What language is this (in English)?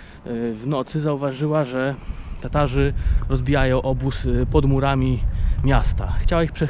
Polish